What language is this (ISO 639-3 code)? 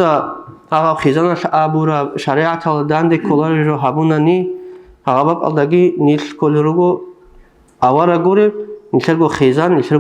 ava